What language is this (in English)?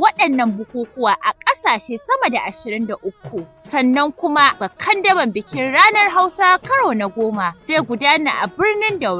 Hausa